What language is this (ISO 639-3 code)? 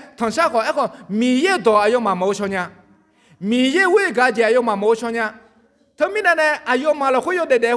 ahk